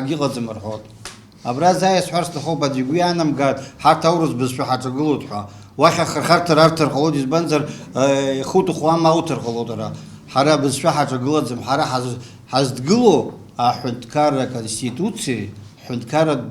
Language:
Abkhazian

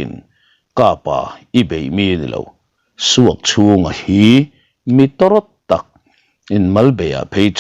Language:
Mizo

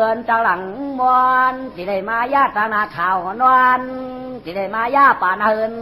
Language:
Shan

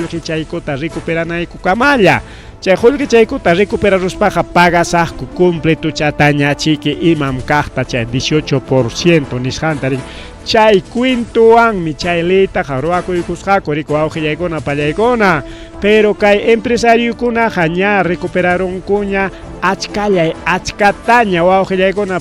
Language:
Ayacucho Quechua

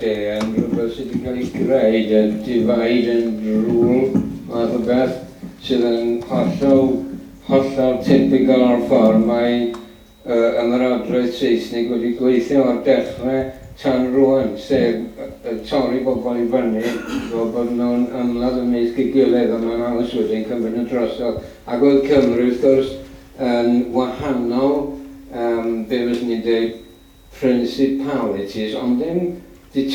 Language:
Welsh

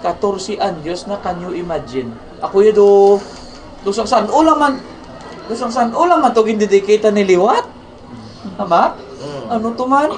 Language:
Hiligaynon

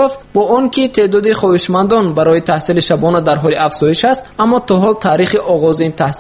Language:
Tajik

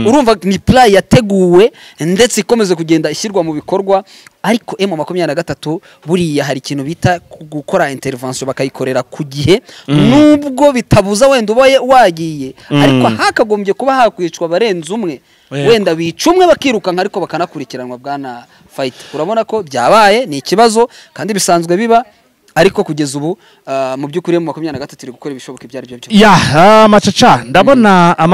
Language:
Kinyarwanda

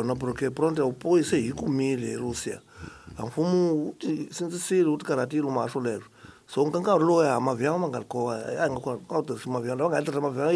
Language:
Tsonga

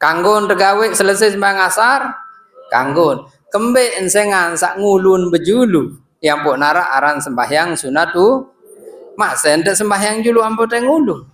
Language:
Sasak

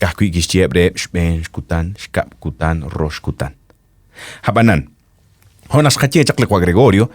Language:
Kekchí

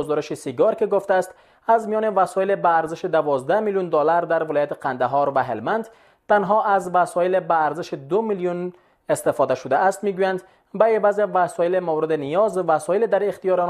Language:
Persian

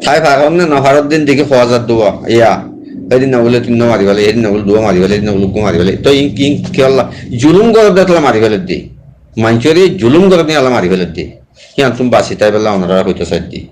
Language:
Rohingya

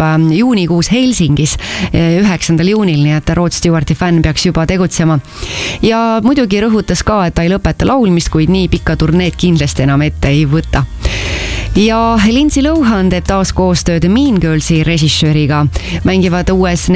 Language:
Estonian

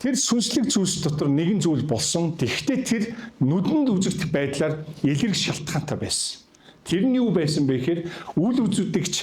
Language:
Mongolian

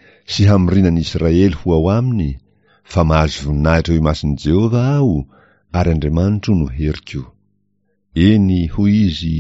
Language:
Malagasy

